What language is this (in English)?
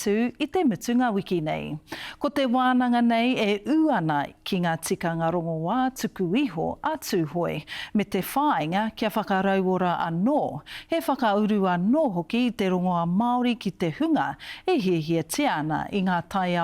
Māori